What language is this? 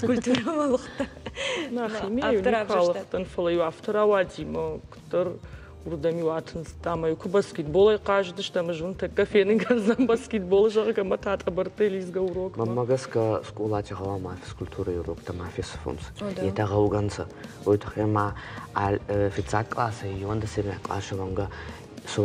Ossetic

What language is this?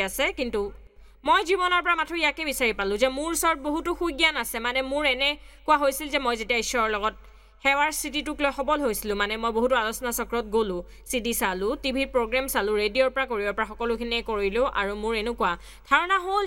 Assamese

